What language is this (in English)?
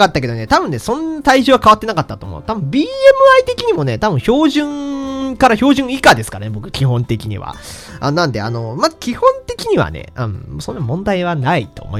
Japanese